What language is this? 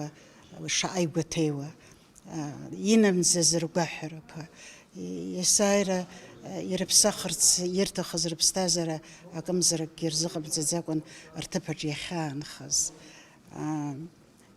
Abkhazian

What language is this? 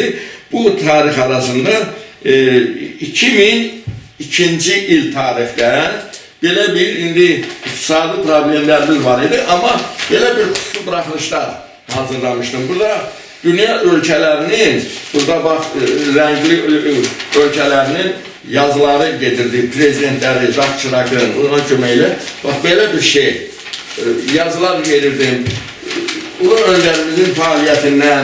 Azerbaijani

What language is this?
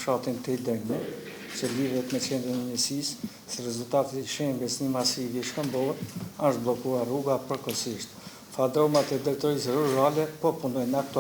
Albanian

